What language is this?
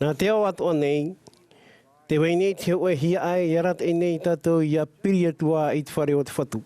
Tahitian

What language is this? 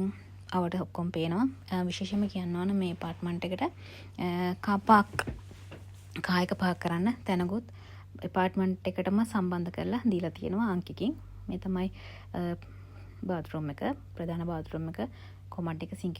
Sinhala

